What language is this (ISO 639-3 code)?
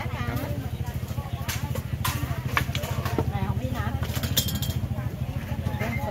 tha